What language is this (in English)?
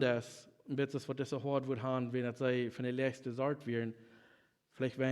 Plautdietsch